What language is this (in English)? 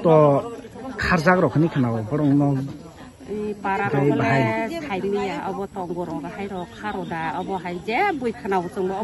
Kok Borok